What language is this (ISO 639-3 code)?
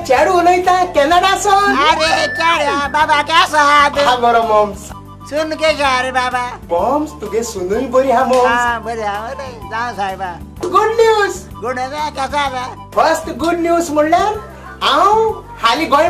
kok